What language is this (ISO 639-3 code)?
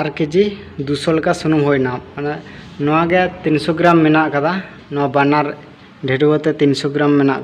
sat